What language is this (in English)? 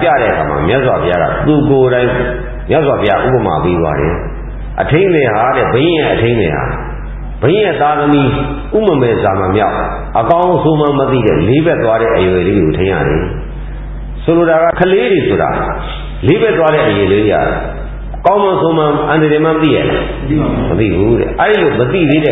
Burmese